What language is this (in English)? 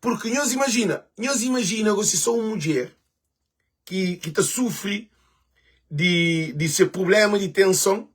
Kabuverdianu